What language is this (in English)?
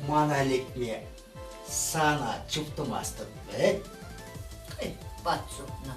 Chuvash